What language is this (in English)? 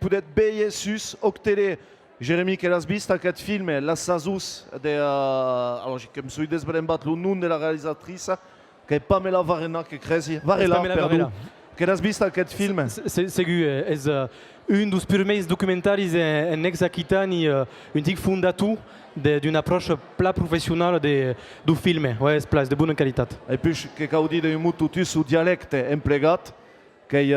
Occitan